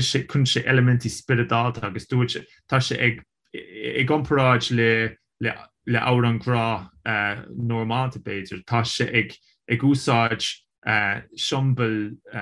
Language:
Irish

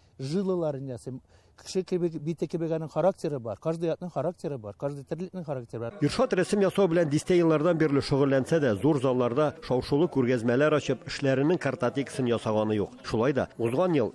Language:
Tatar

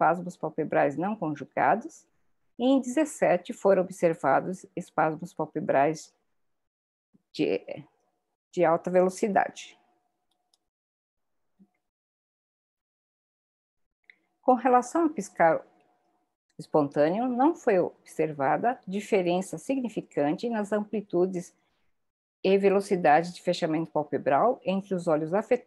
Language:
Portuguese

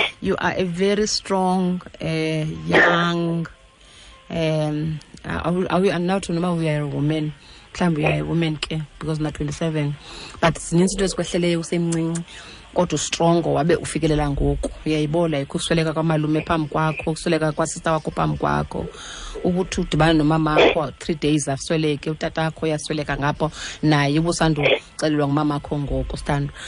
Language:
Xhosa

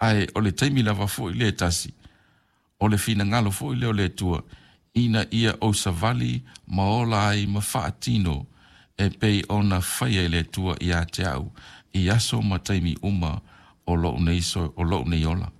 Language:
Samoan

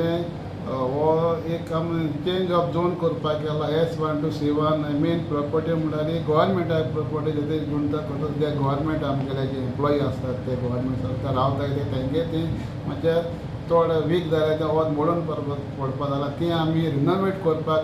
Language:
Konkani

